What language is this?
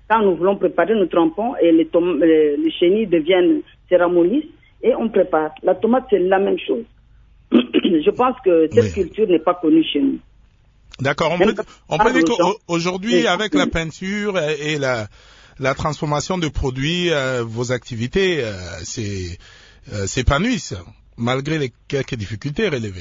French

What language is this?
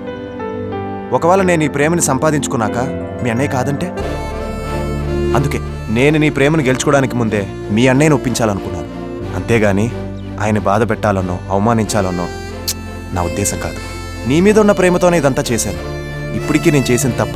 Telugu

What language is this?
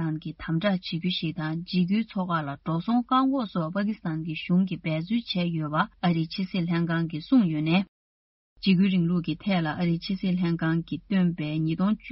Tibetan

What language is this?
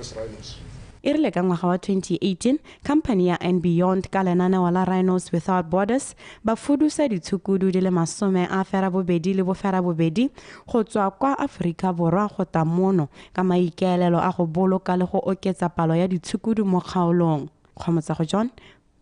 Tswana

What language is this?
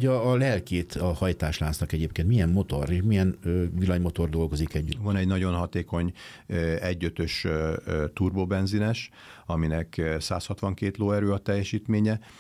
Hungarian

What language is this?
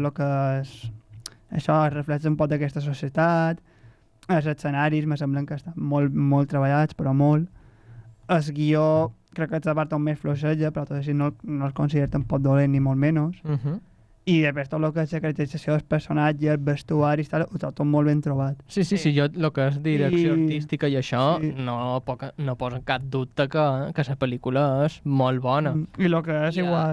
Catalan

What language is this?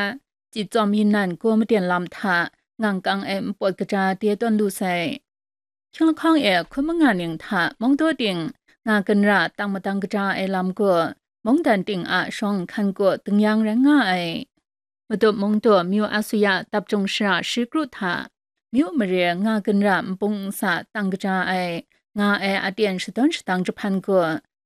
Kachin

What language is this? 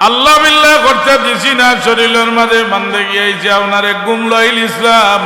Sylheti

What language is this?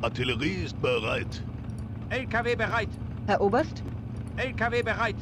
Bavarian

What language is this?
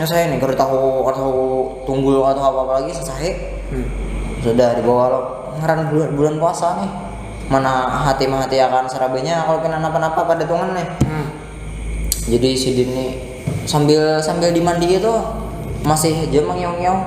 Banjar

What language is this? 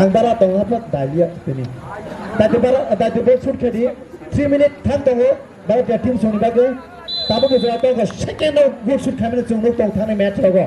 Kok Borok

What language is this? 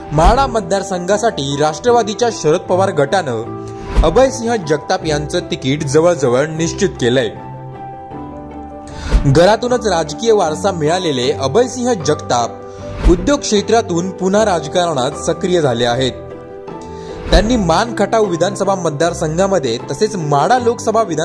Marathi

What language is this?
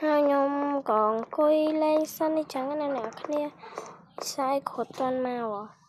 Khmer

